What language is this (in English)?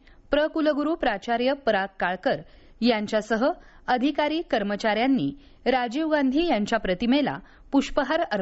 Marathi